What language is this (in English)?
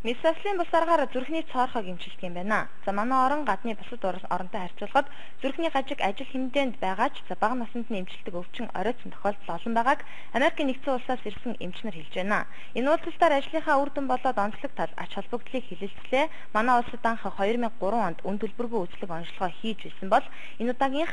Mongolian